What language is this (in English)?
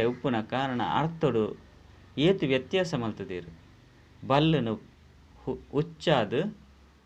Tulu